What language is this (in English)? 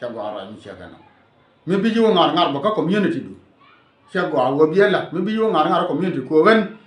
Nuer